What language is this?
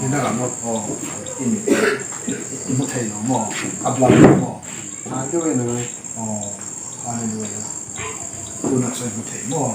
Hmar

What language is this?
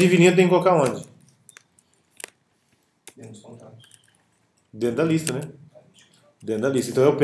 Portuguese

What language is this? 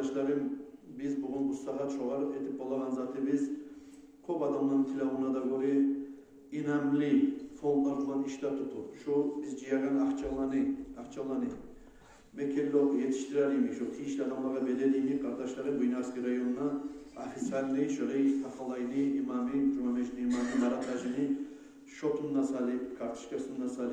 Kumyk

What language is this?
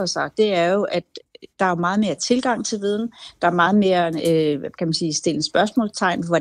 Danish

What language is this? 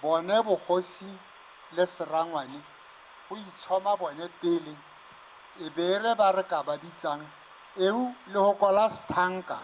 Tswana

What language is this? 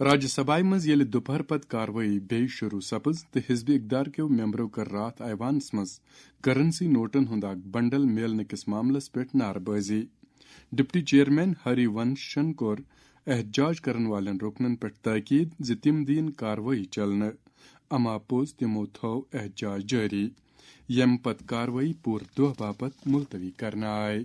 Kashmiri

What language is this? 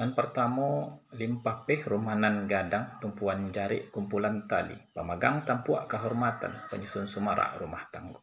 Minangkabau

